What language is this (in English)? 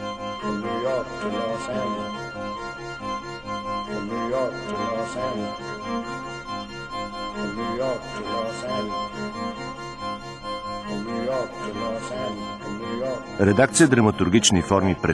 Bulgarian